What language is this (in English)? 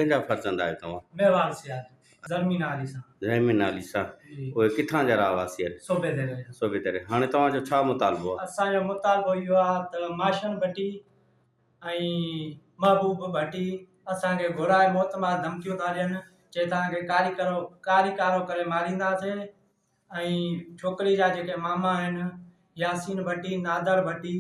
Sindhi